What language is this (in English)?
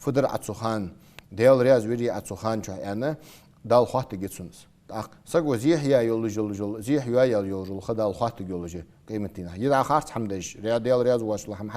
Ingush